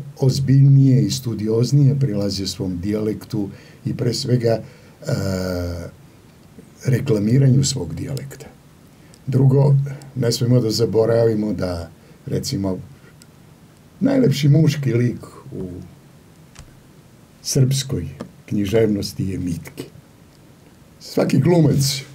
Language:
Serbian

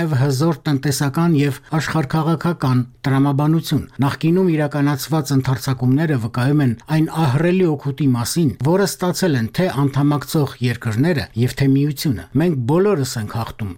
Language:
Armenian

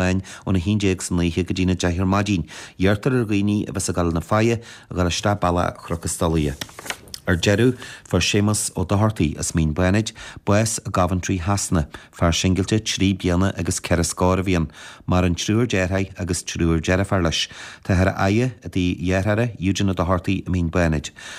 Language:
Irish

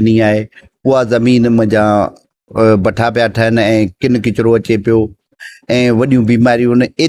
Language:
Sindhi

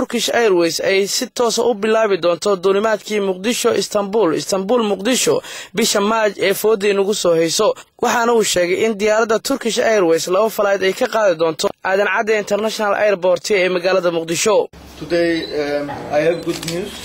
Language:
Somali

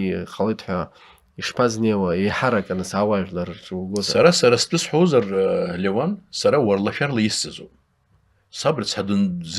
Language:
Abkhazian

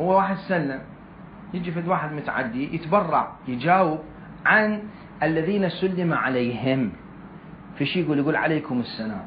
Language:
Mesopotamian Arabic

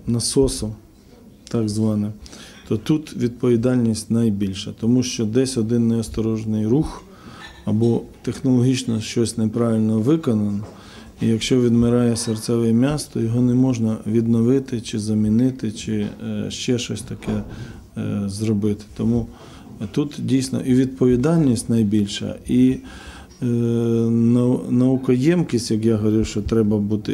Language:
Ukrainian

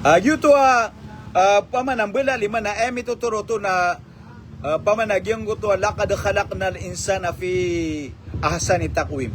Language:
Maranao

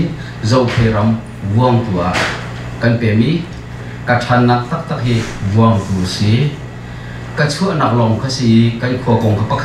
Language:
Hakha Chin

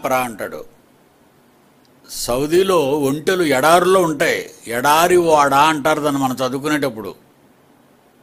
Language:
Telugu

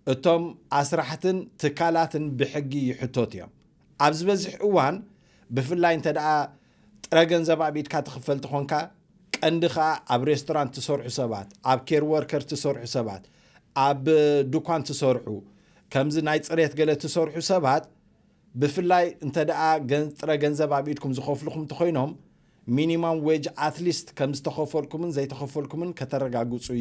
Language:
Tigrinya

